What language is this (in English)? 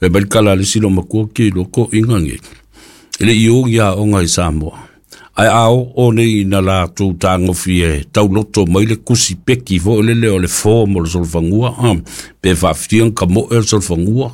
Samoan